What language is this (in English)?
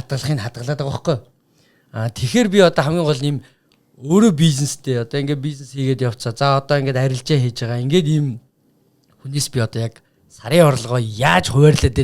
Mongolian